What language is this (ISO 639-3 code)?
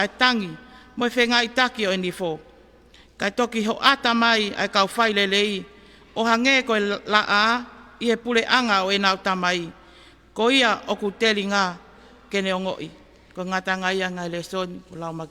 ton